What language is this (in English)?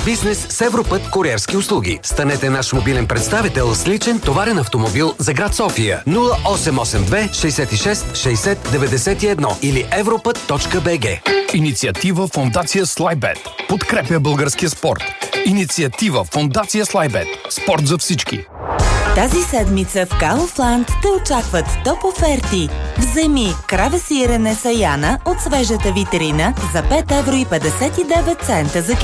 Bulgarian